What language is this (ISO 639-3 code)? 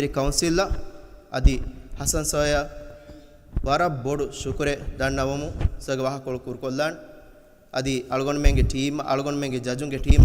div